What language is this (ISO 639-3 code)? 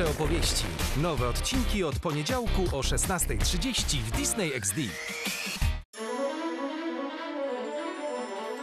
pol